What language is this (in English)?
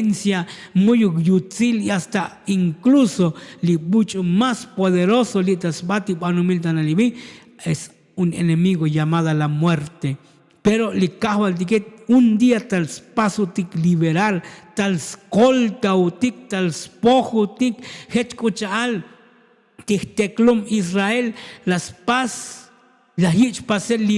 Tzotzil